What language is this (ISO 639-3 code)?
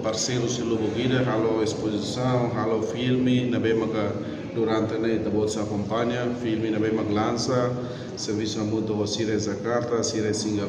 tet